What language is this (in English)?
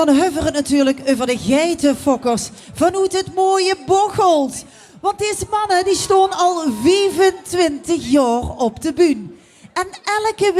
Limburgish